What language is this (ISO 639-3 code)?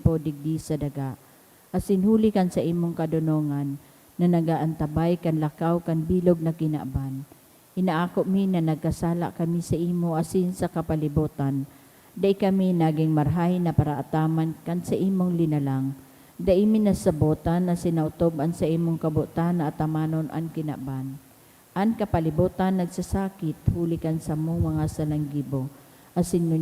bik